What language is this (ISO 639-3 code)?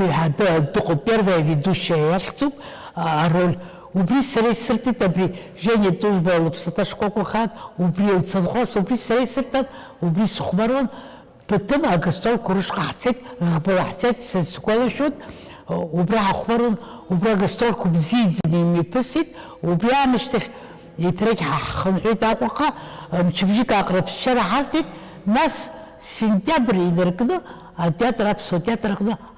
abk